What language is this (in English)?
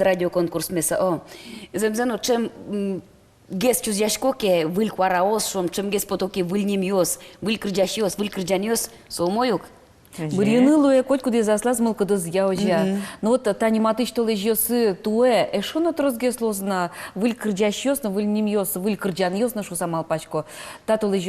Udmurt